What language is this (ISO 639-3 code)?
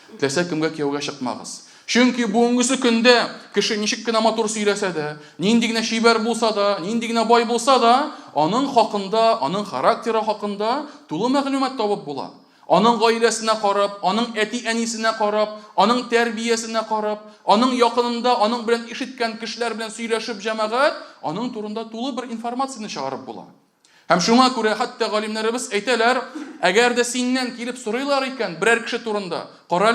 tat